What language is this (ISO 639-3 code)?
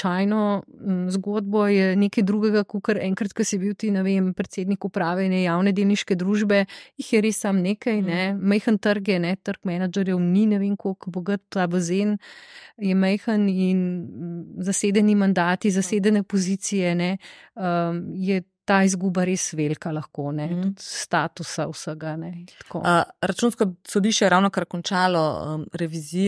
slv